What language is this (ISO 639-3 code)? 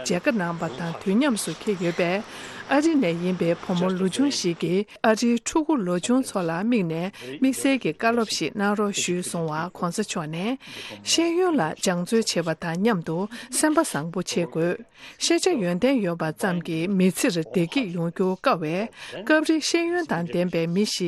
bod